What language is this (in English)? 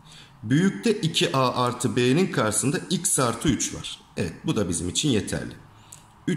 Turkish